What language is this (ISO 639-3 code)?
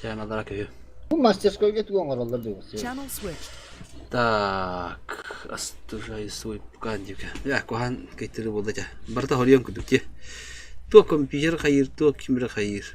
sah